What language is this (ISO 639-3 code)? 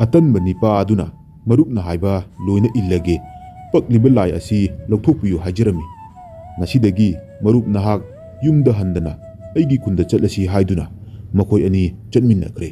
mni